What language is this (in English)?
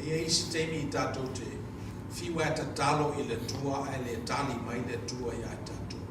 Samoan